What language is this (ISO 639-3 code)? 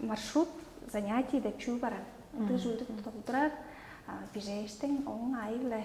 tyv